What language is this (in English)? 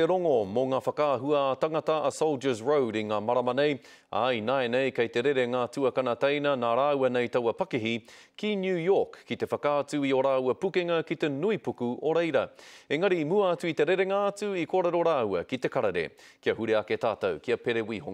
Māori